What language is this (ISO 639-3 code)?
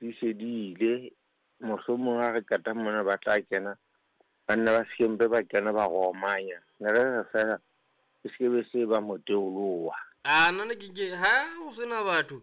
sot